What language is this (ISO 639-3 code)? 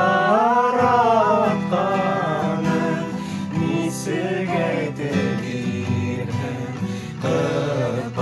bak